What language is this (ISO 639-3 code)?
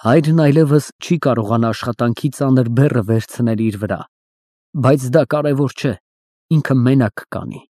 hye